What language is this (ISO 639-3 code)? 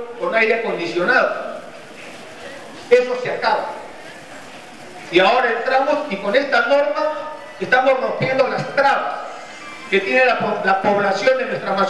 spa